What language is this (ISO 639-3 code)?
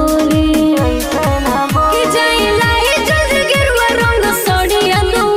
bho